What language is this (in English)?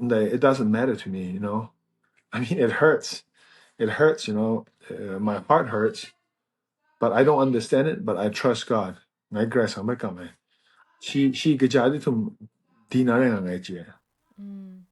Kachin